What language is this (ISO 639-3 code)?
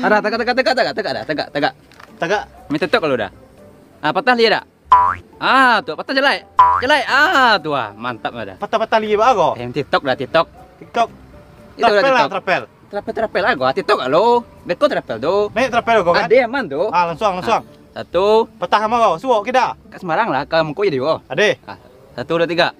min